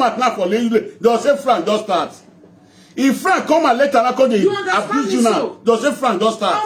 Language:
Nigerian Pidgin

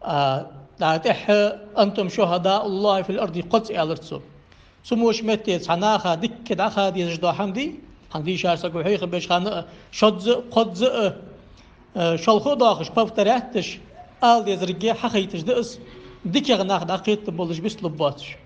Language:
Ingush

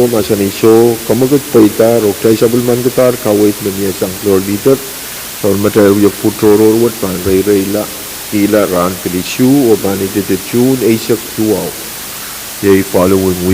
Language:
Pohnpeian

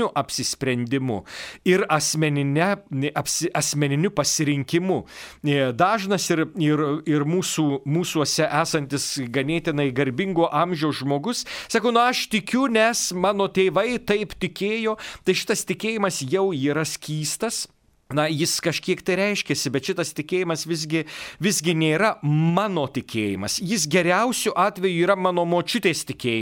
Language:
Lithuanian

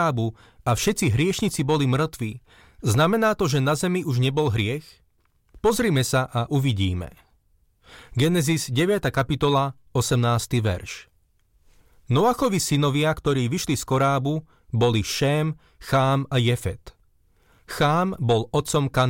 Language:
Slovak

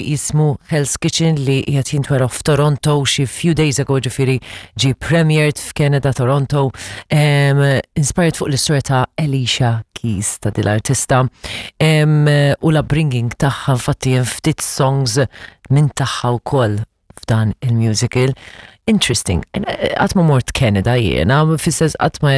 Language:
Maltese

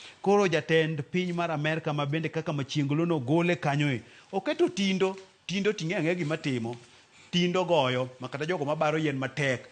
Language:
Luo (Kenya and Tanzania)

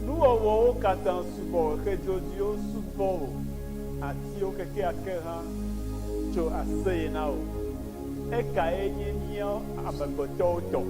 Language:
Ewe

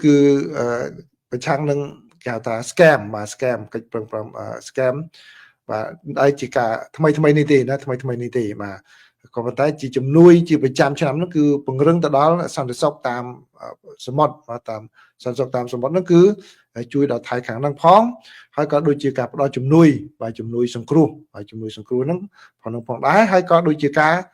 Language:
Khmer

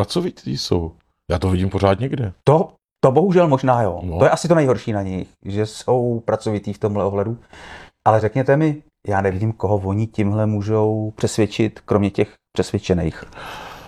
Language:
Czech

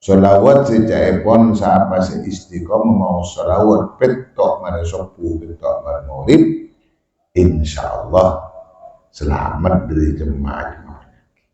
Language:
Madurese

